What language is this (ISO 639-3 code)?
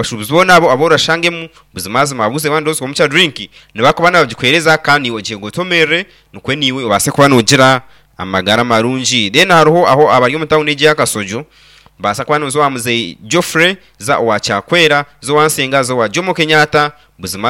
nyn